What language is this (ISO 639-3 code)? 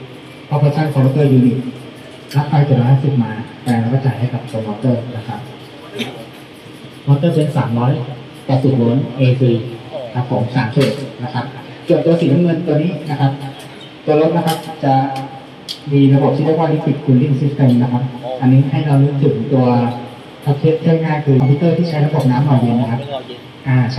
tha